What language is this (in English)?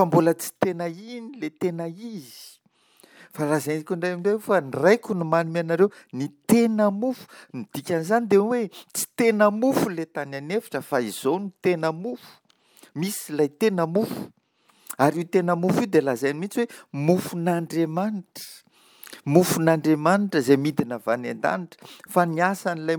Malagasy